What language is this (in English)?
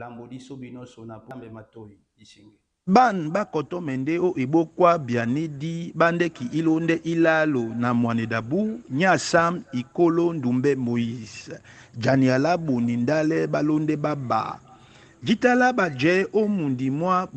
Duala